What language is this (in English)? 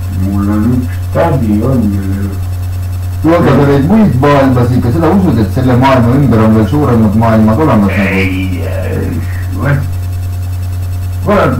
Estonian